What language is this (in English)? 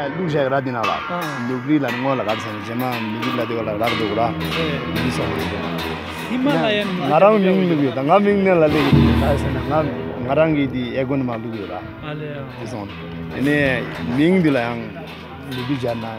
Tibetan